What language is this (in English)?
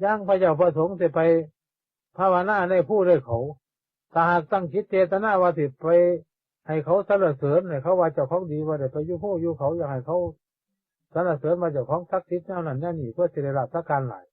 Northeastern Thai